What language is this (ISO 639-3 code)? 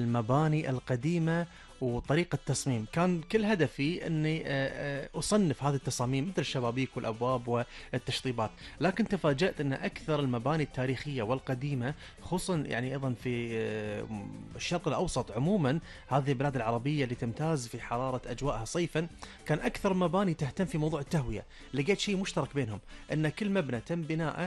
ara